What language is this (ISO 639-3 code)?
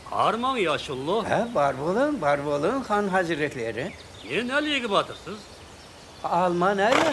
kaa